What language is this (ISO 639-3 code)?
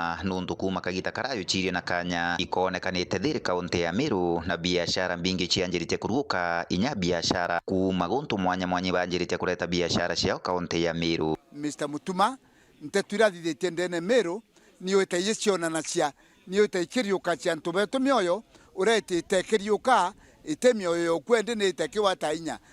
mer